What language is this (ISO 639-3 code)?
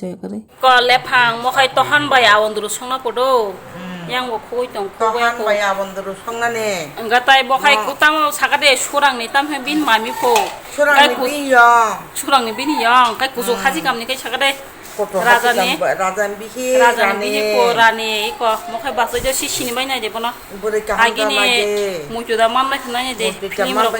trp